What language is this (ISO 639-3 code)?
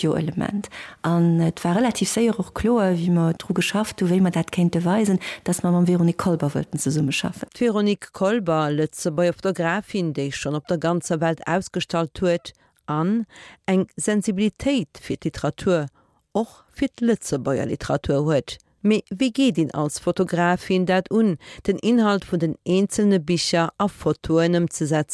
ltz